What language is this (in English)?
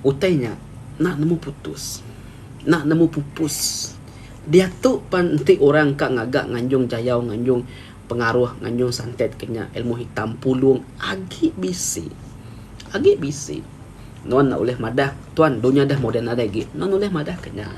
Iban